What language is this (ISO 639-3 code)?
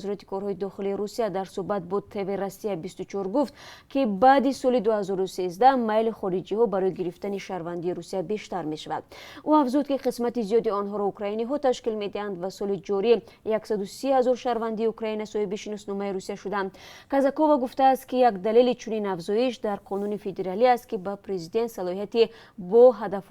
tgk